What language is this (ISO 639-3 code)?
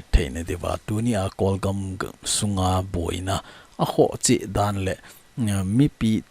tcz